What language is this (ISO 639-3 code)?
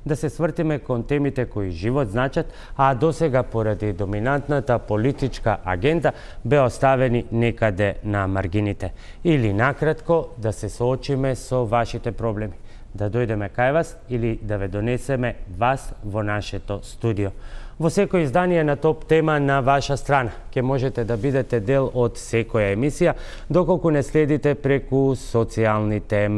mkd